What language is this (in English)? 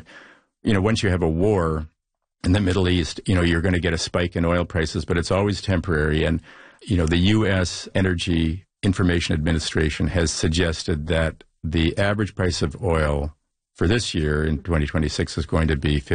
English